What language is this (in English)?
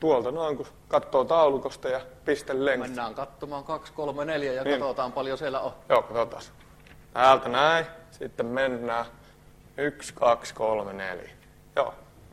Finnish